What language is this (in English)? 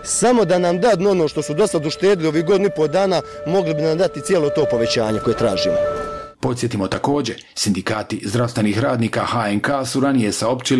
Bosnian